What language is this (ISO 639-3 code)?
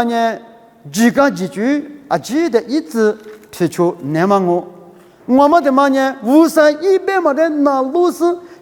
lis